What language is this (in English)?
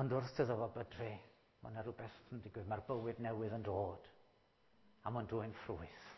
Welsh